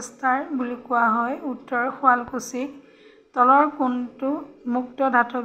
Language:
Assamese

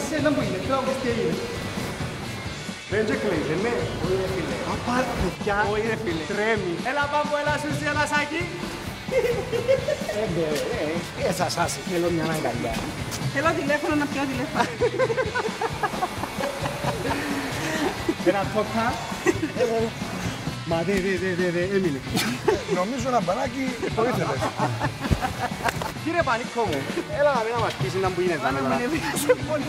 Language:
Greek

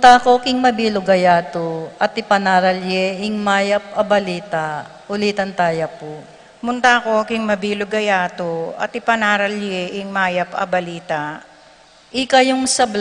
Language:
Pampanga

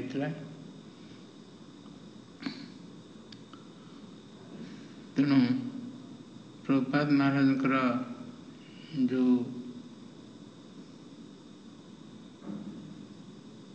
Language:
Odia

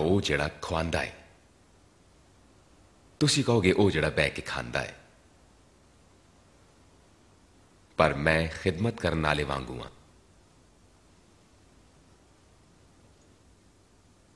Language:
Punjabi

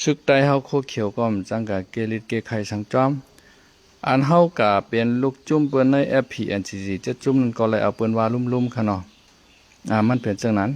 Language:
Shan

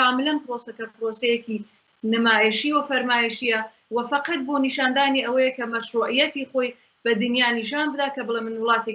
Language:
Central Kurdish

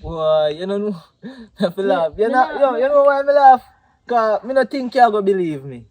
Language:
Jamaican Creole English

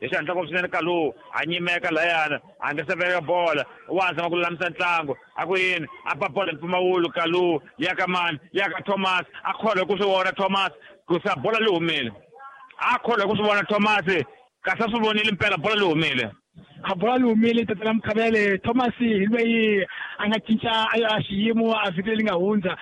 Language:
Tsonga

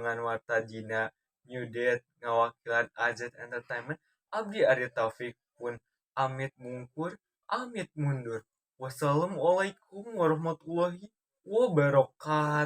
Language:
Sundanese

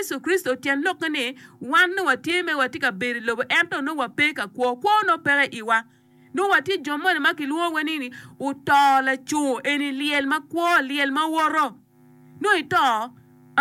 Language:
Acoli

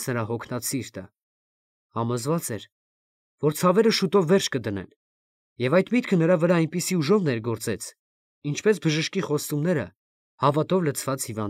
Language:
Armenian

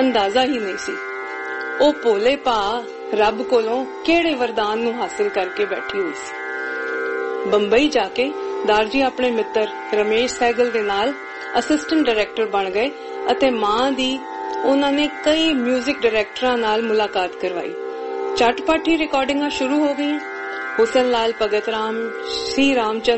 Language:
Punjabi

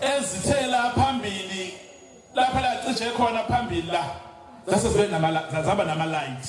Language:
Zulu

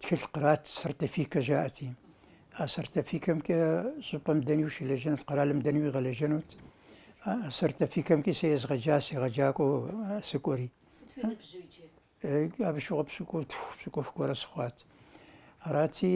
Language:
Kabardian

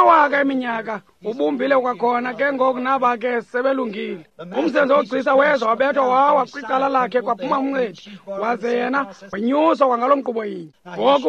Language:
Xhosa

